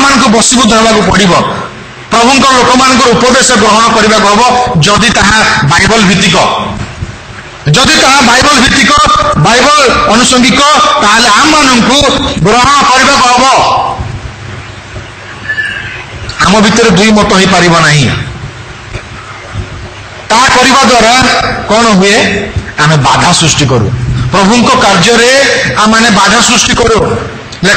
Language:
Odia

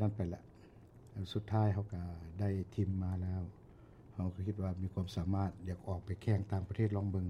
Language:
Lao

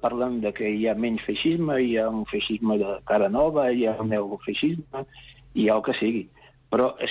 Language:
Catalan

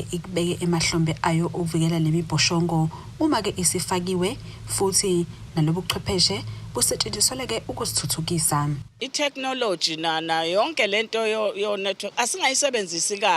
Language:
Zulu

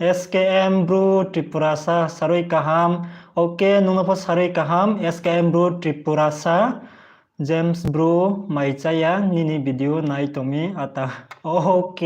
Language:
Riang (India)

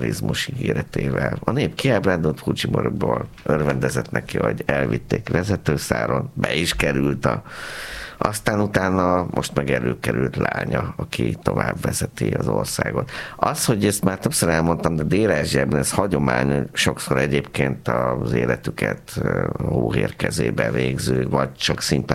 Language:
Hungarian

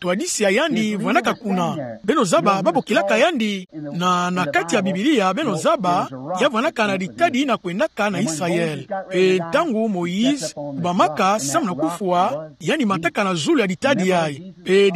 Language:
Kituba (Democratic Republic of Congo)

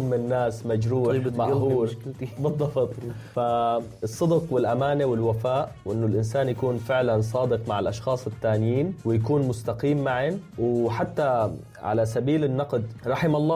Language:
North Levantine Arabic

